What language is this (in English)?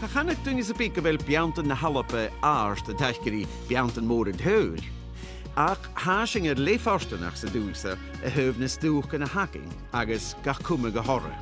Scottish Gaelic